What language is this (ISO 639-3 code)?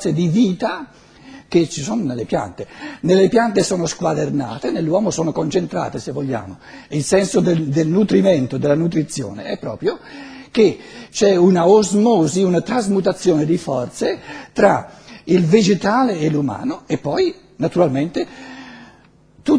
ita